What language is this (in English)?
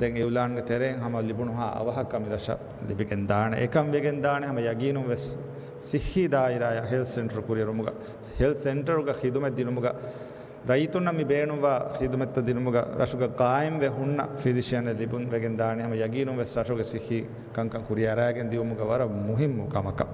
Divehi